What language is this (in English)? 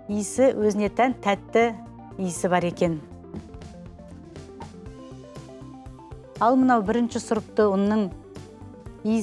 Kazakh